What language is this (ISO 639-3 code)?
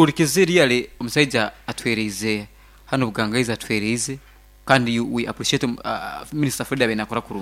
nyo